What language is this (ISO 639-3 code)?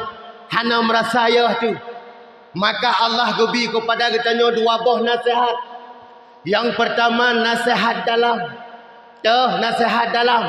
ace